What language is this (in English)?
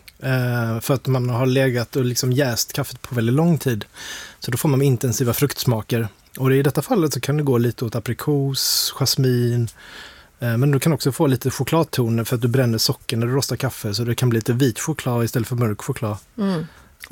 Swedish